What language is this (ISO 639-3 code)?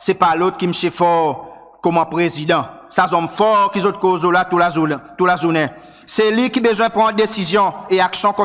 crs